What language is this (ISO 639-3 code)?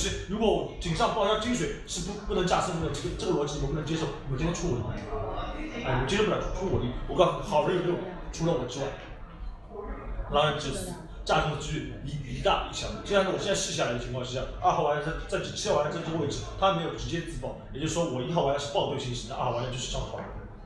zho